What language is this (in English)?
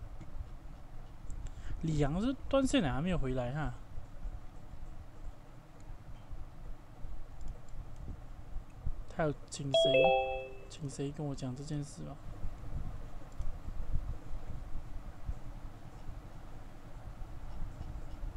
Chinese